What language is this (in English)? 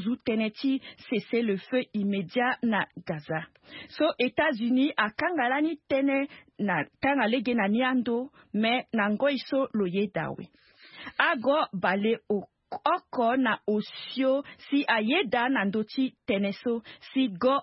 Sango